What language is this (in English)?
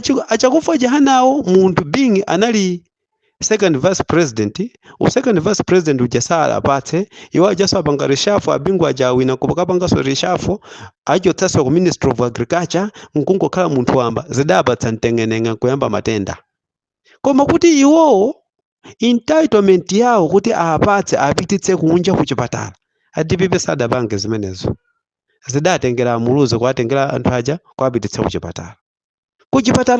Nyanja